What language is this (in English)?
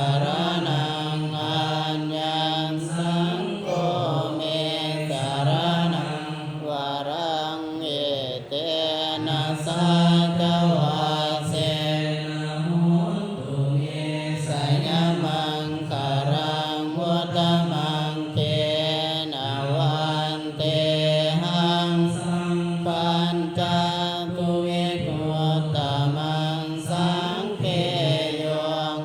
Pali